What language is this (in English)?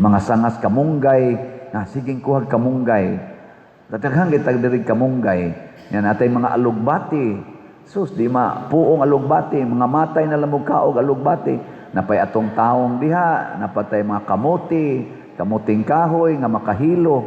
Cebuano